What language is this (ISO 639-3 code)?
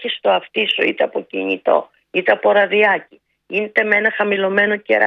ell